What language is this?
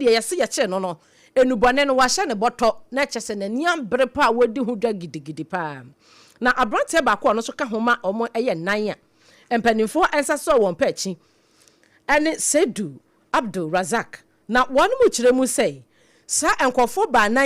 Akan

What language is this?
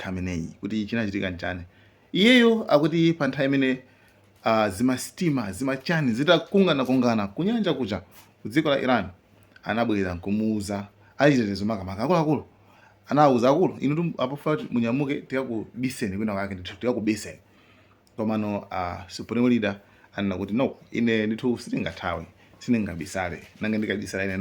Nyanja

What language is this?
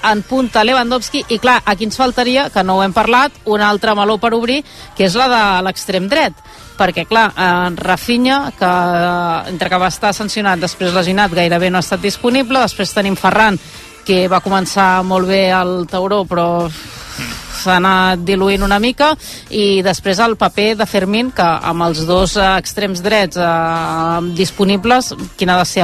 Catalan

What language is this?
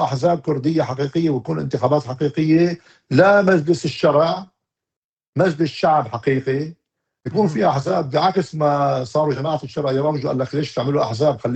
North Levantine Arabic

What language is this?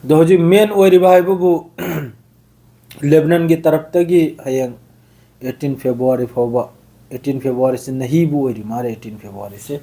Manipuri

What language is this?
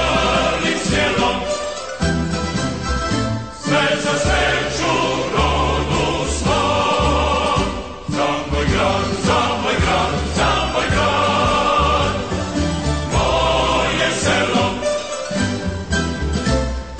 Croatian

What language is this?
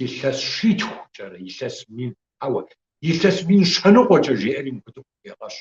Kabardian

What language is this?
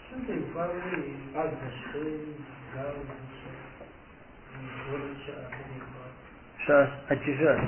Kabardian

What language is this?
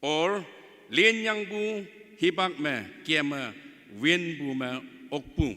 Naga Pidgin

